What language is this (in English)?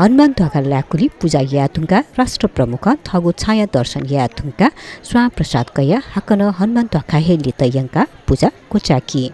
Newari